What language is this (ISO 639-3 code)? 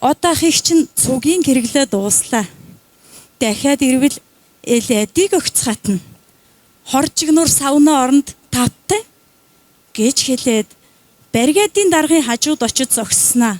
mon